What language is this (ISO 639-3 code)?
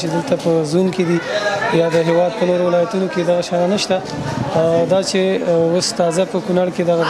pus